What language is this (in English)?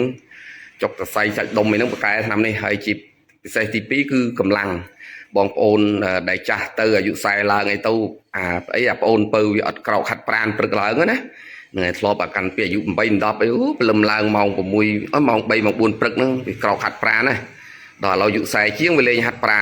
Khmer